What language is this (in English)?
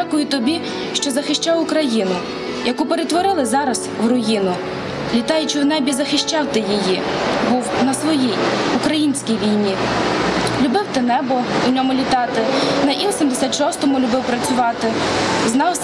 Ukrainian